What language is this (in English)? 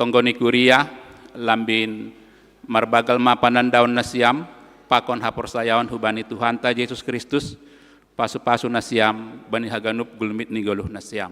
Batak Simalungun